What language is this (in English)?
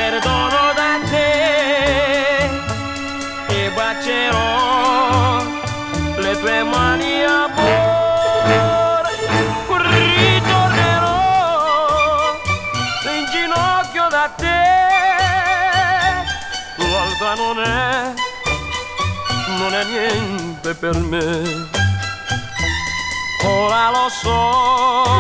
Italian